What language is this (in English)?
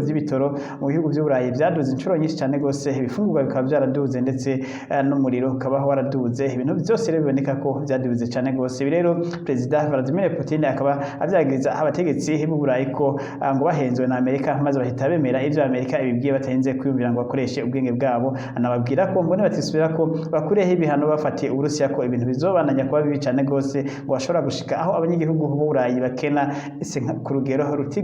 Rundi